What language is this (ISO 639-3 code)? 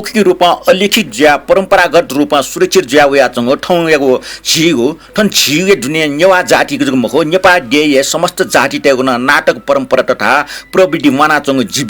new